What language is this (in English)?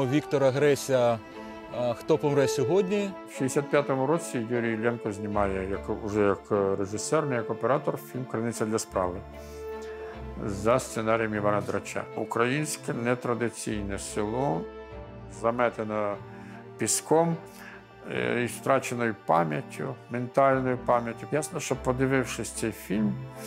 Ukrainian